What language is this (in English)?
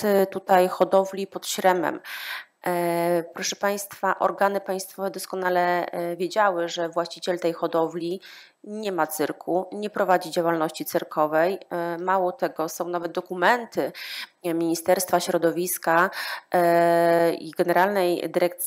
Polish